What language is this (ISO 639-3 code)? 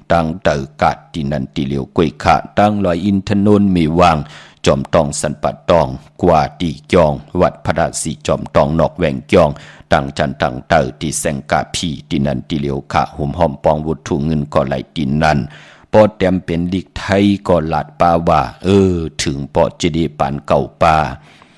shn